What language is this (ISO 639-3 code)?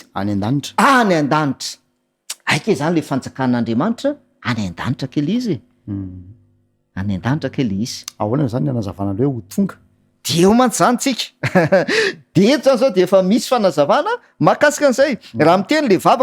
mlg